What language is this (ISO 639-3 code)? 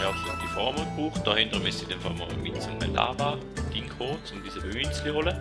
gsw